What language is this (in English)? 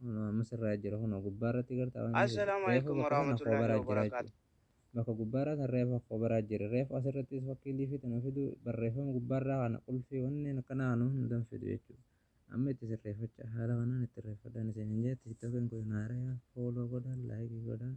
Oromo